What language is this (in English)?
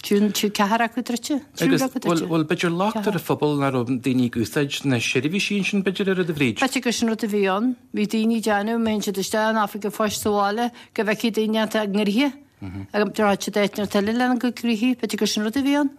Irish